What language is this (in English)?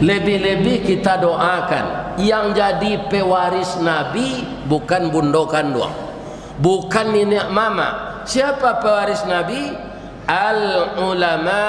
Minangkabau